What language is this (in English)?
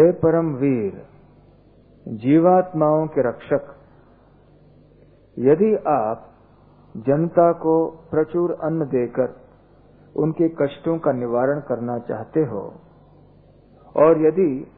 Hindi